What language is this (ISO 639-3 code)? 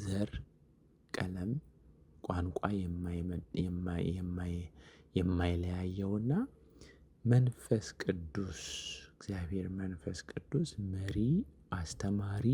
amh